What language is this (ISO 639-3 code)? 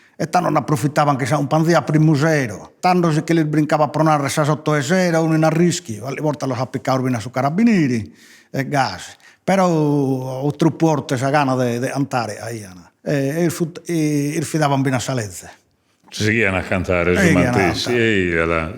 srd